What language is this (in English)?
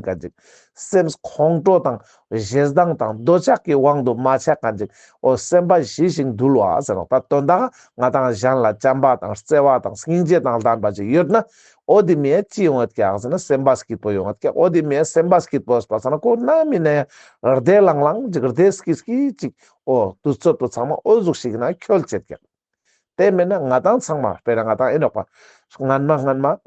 Ladakhi